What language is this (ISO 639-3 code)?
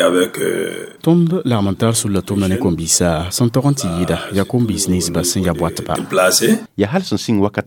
mos